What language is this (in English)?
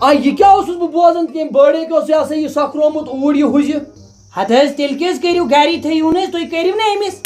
Kashmiri